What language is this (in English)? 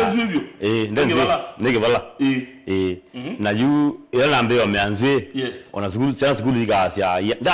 Kamba